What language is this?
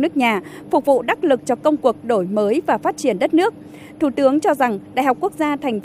Vietnamese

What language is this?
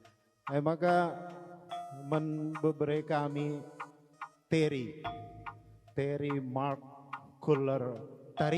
Batak Karo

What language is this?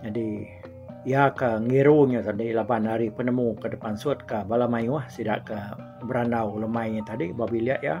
Iban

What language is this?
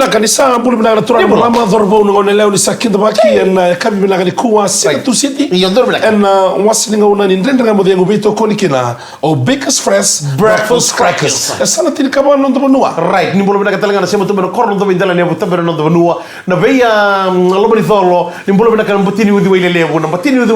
Fijian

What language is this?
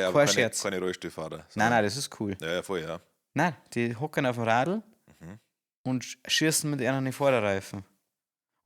Bavarian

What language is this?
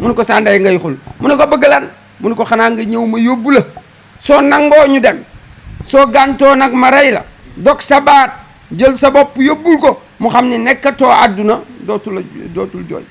Wolof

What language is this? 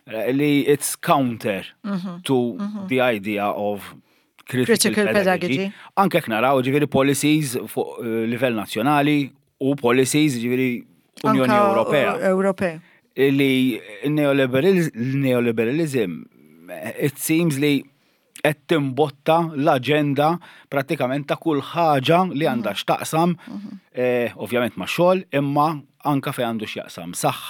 Maltese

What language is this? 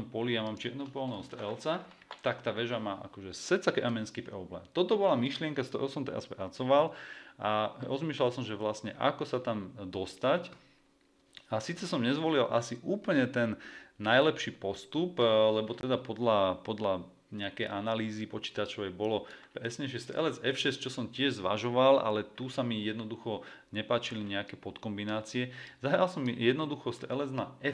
Slovak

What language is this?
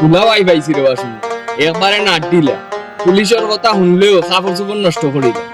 Sylheti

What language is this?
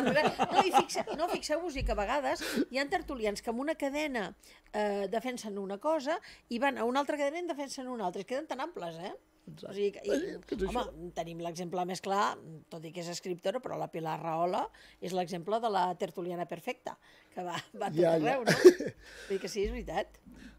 Catalan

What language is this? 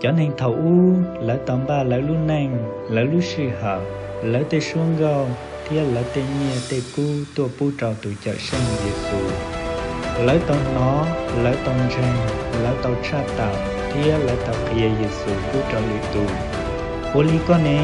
Hmong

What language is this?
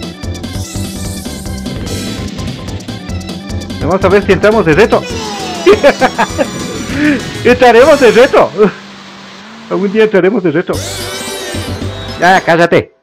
Spanish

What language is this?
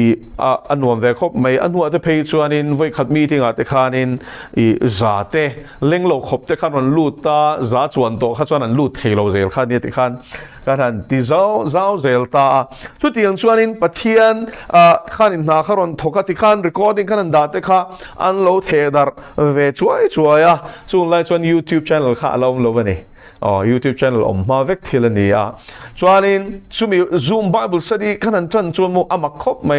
Mizo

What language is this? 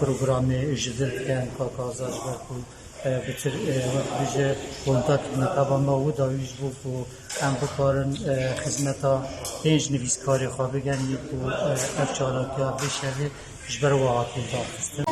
Kurdish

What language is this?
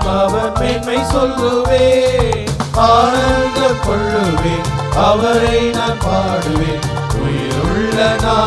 Tamil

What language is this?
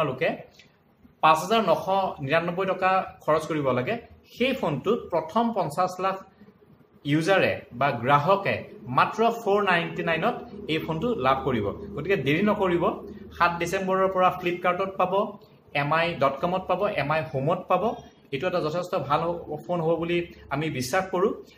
Assamese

